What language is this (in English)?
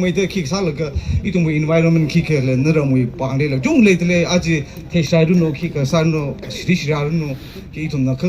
Tangkhul Naga (India)